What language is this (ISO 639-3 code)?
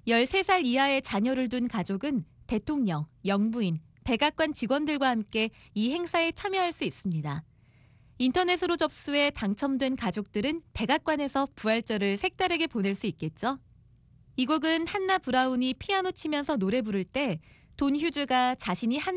kor